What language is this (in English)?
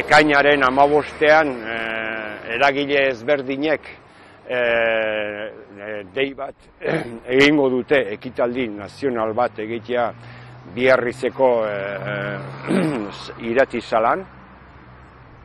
Basque